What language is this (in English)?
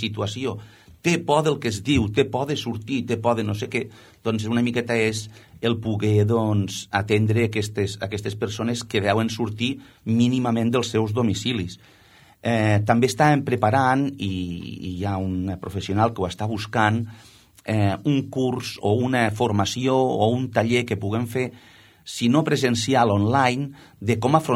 Catalan